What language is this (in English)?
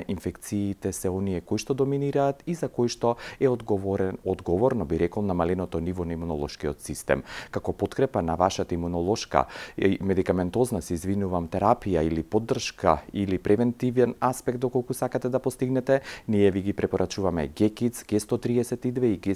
Macedonian